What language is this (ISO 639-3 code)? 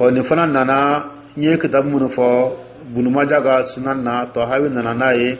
dyu